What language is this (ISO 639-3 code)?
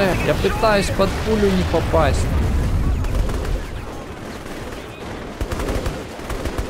rus